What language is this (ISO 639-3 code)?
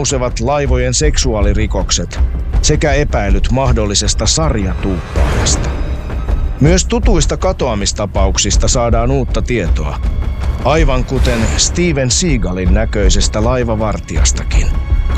fin